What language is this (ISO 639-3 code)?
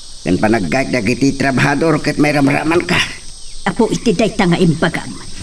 ilo